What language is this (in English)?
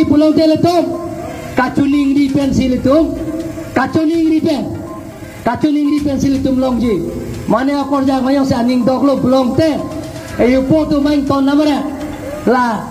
Karbi